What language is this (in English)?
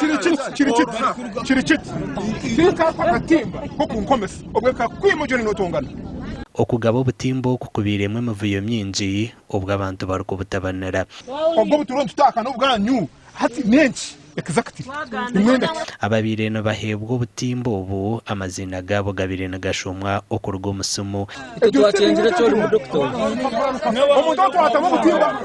Nyankole